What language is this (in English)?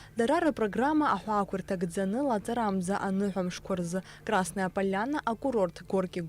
Abkhazian